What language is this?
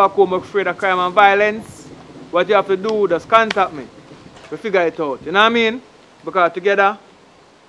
Jamaican Creole English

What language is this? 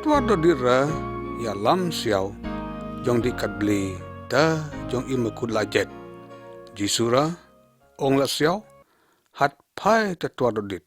Lyngngam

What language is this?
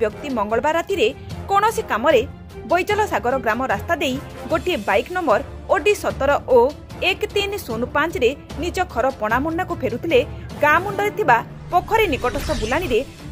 Odia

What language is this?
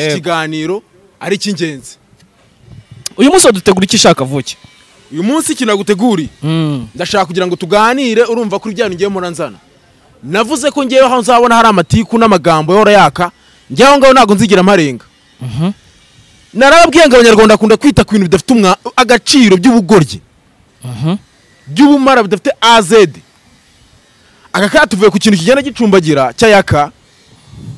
Kinyarwanda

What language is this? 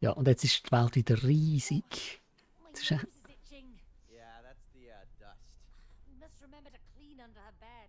Swiss German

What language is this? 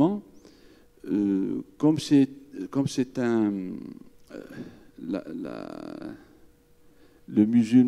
French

